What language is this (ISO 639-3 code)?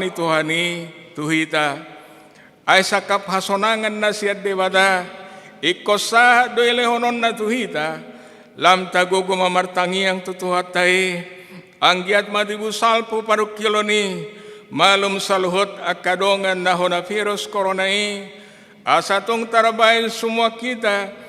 bbc